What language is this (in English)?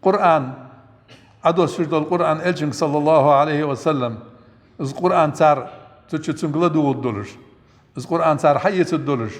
Ingush